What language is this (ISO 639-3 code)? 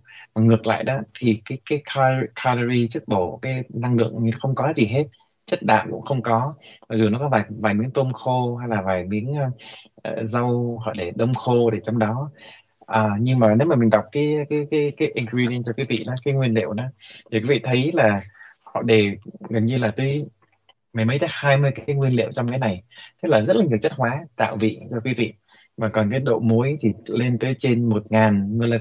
vie